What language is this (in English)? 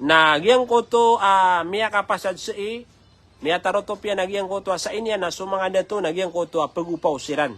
Maranao